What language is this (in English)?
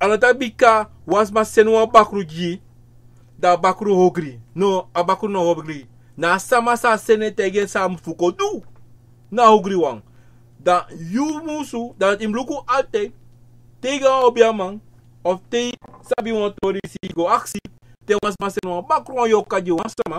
Sranan Tongo